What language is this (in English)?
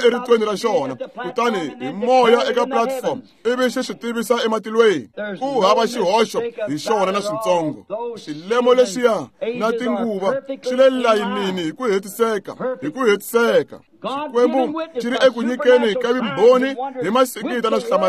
Tsonga